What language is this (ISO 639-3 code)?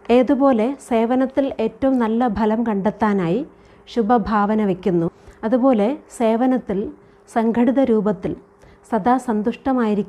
mal